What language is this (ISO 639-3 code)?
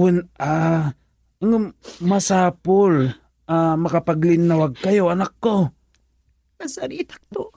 ilo